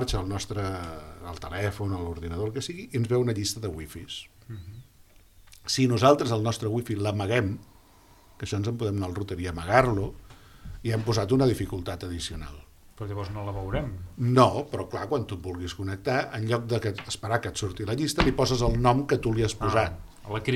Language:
Catalan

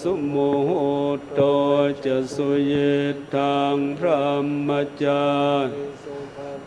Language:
Pali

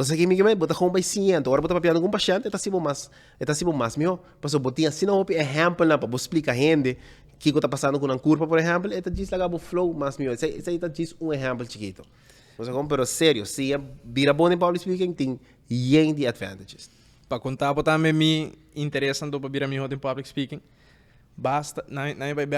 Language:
Papiamento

